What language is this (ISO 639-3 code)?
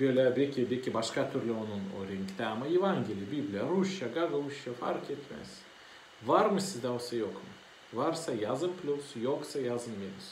gag